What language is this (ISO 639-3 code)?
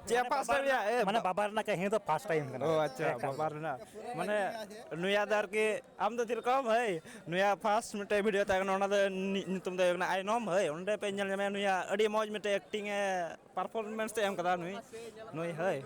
sat